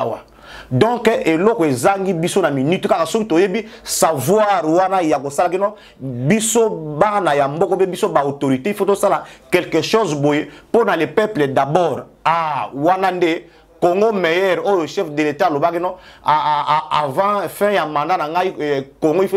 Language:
Lingala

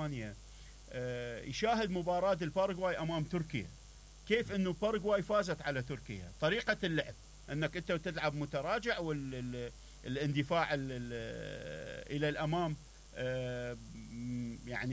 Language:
Mesopotamian Arabic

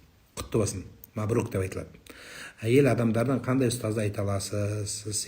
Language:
Kazakh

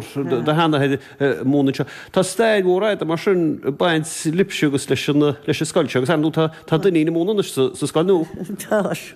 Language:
Irish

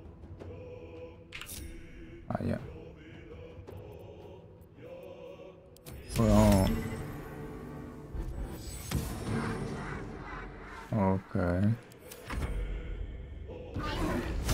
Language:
Italian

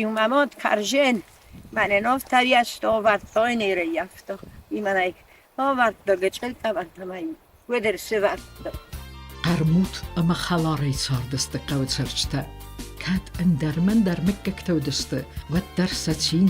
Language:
Ossetic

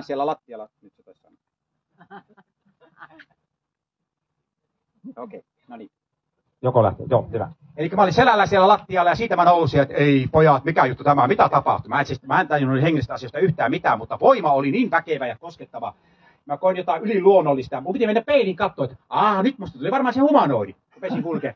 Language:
Finnish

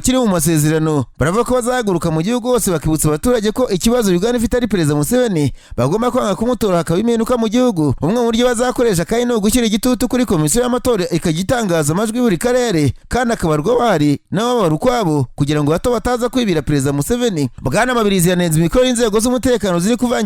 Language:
Kinyarwanda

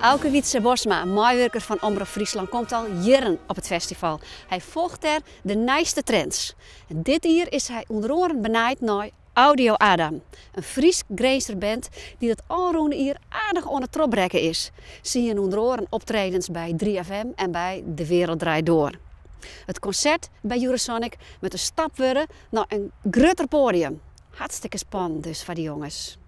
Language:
Western Frisian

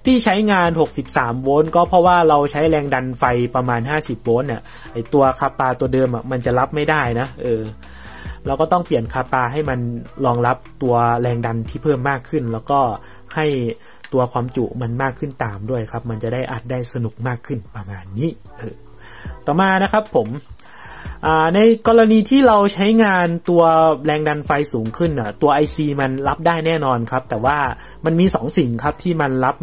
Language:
Thai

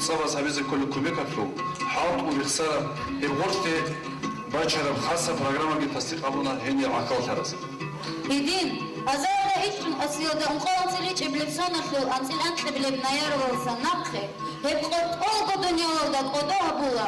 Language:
Avaric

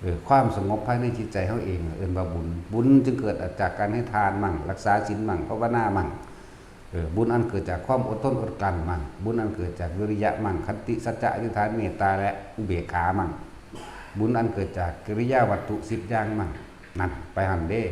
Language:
Northeastern Thai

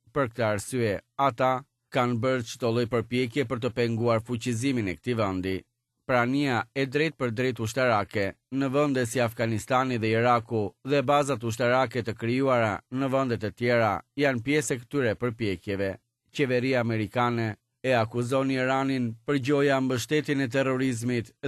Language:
Albanian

